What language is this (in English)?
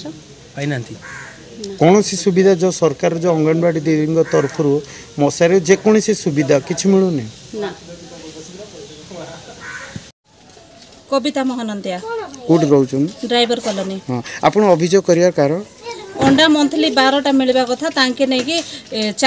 Odia